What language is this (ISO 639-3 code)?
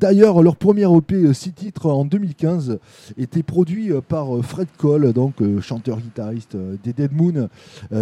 fra